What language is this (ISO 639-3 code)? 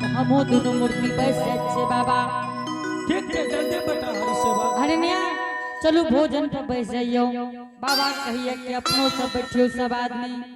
anp